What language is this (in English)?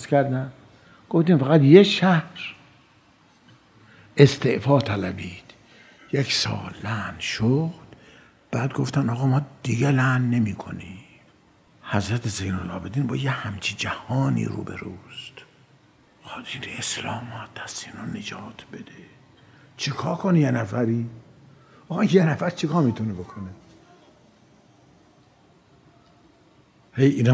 Persian